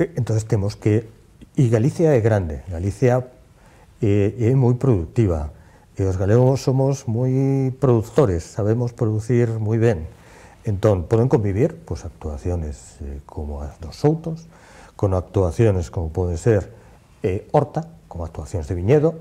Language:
Galician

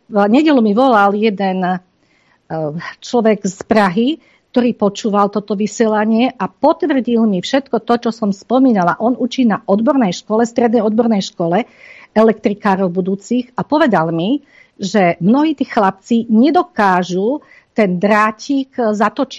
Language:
Slovak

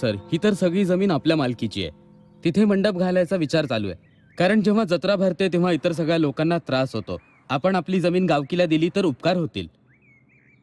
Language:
Marathi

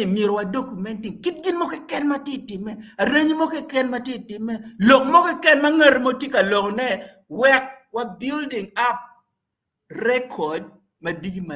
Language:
Acoli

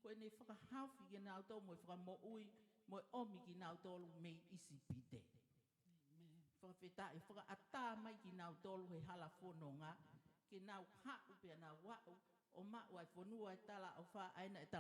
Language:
Tongan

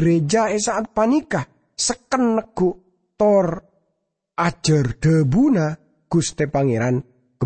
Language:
Madurese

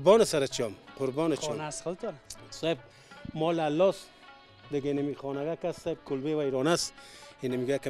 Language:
Persian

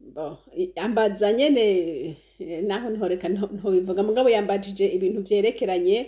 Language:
Rundi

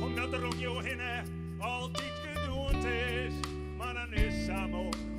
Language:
Western Frisian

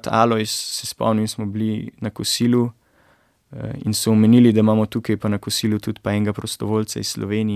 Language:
Slovenian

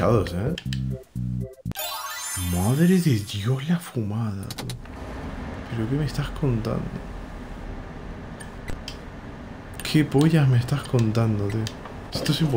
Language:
Spanish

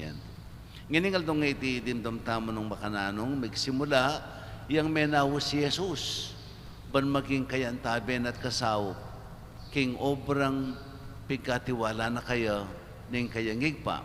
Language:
Pampanga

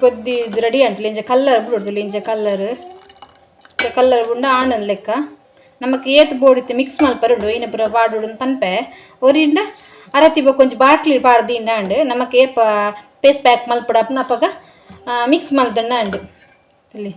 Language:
Tulu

